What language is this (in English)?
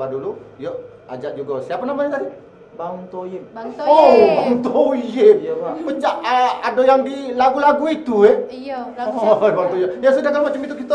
Musi